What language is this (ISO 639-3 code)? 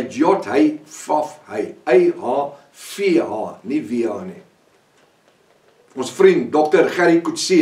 afr